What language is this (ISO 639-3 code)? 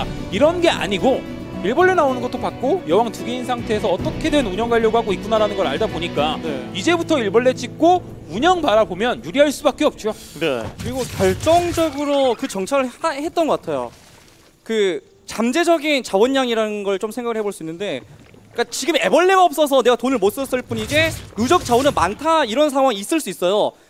kor